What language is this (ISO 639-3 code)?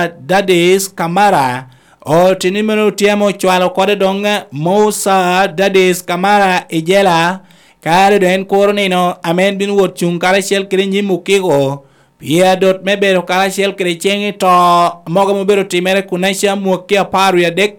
laj